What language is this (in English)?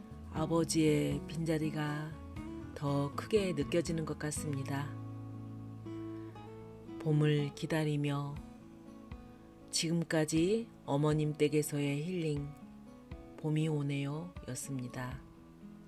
Korean